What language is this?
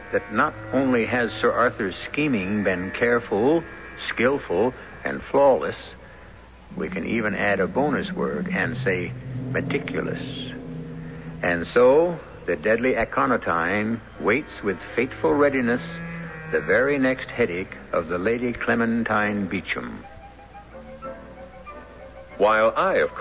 English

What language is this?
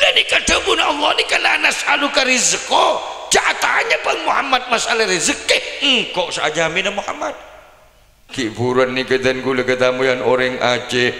Madurese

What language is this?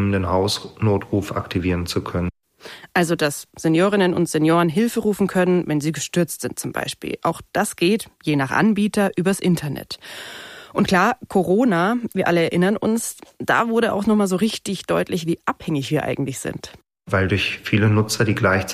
German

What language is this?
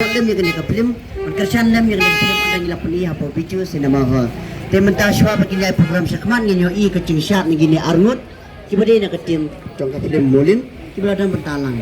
Khasi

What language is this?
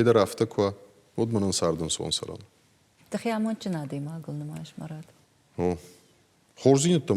Ossetic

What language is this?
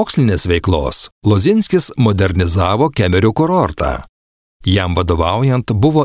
Lithuanian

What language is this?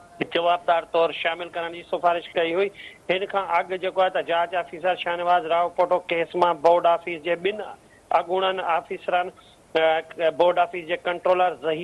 Sindhi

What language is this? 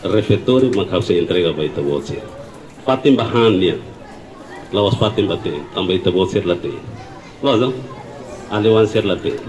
Tetum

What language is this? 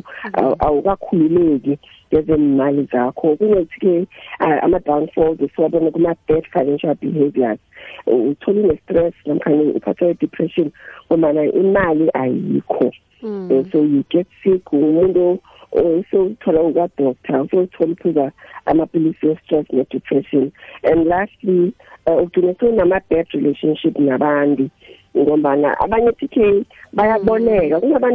South Ndebele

